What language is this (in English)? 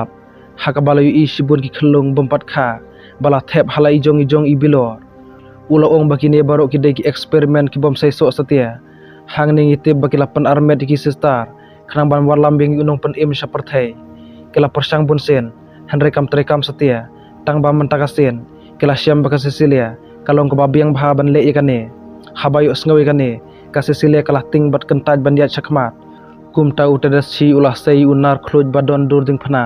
Khasi